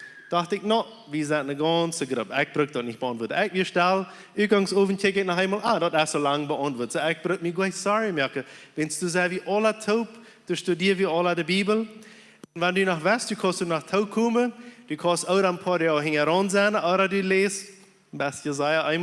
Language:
Plautdietsch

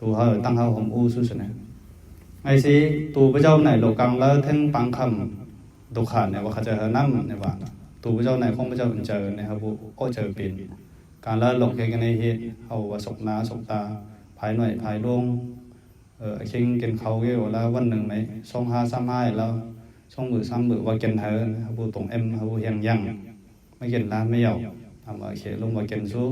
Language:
Mon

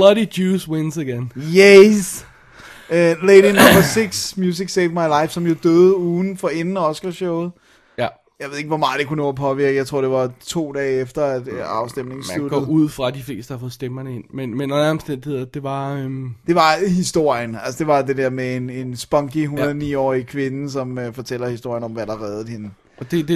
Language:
Danish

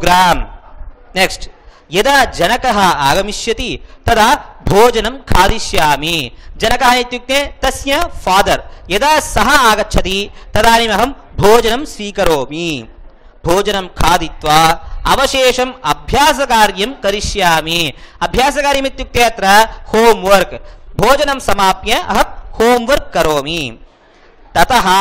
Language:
Sanskrit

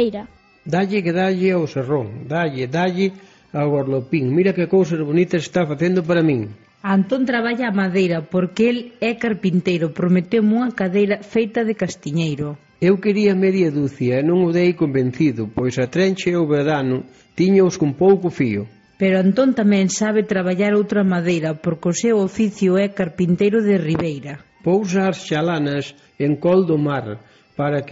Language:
Galician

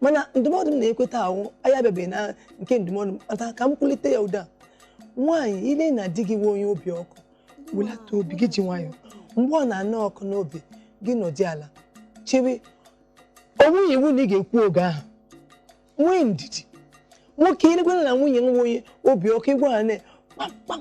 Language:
Igbo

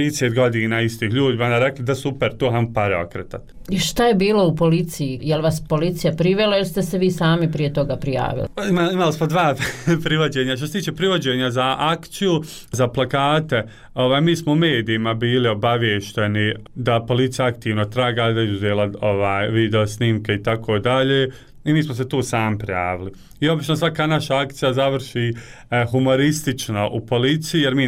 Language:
Bosnian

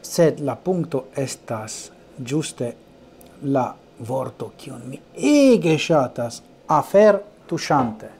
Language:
Esperanto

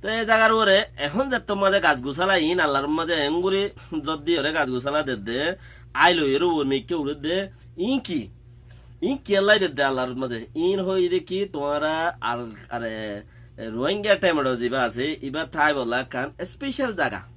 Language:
Rohingya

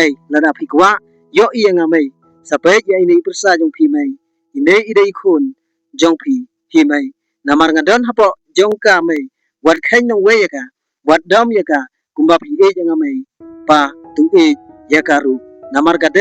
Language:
Khasi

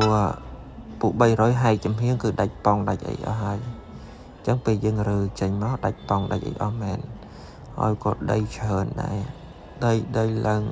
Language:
Khmer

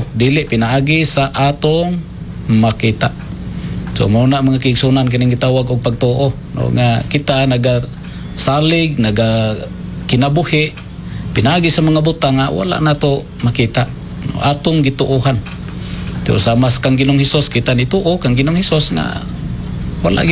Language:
Cebuano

